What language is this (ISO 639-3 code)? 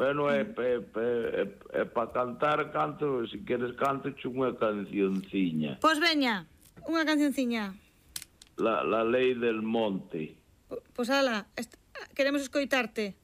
glg